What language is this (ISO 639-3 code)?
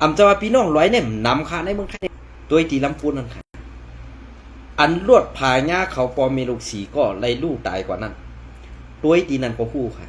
shn